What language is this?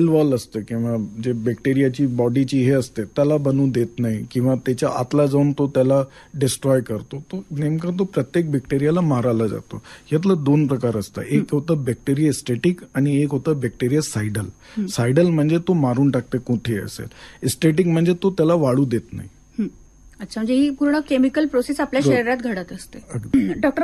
Marathi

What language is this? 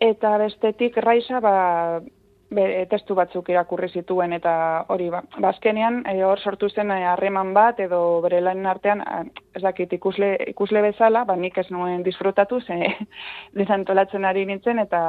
Basque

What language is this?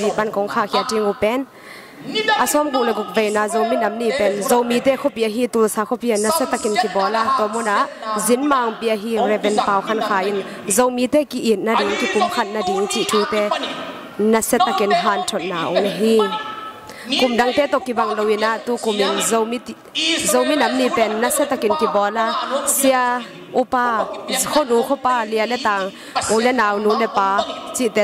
Tedim Chin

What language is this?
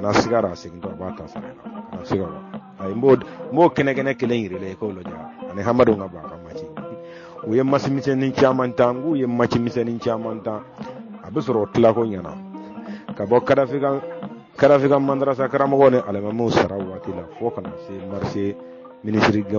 Bambara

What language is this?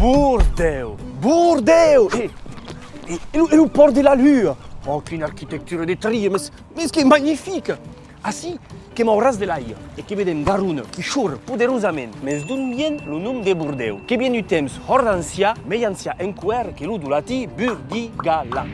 Occitan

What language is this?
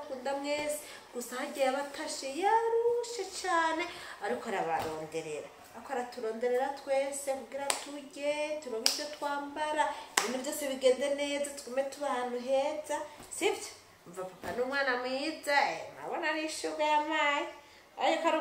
Rundi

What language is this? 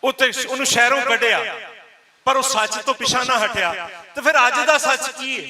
Western Panjabi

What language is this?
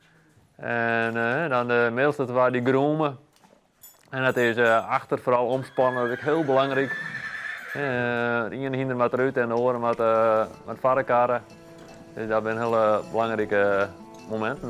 Western Frisian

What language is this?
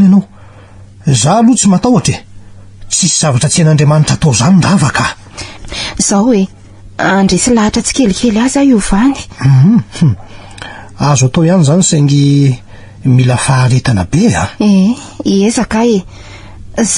Malagasy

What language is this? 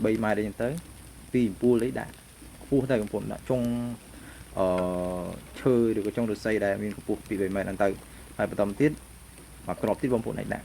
Khmer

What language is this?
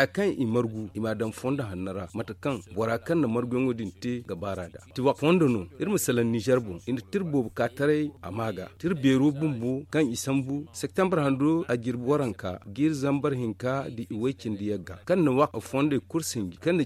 Zarma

